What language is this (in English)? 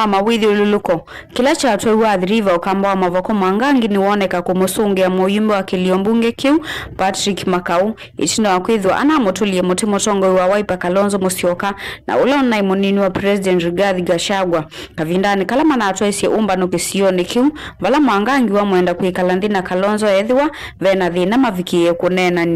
Kamba